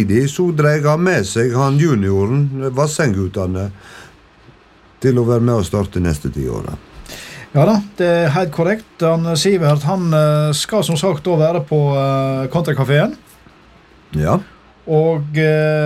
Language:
Norwegian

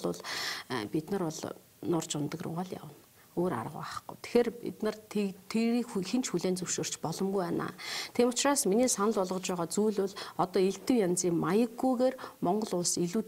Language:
Mongolian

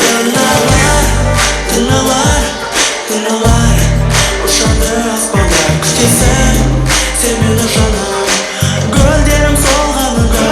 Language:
Kara-Kalpak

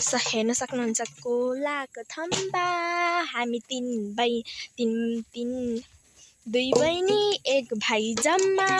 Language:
Nepali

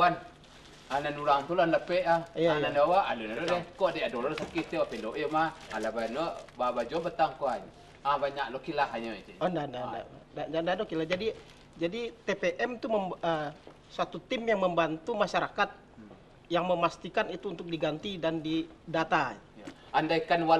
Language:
Minangkabau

